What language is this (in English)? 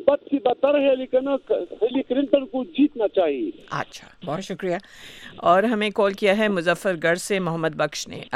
Urdu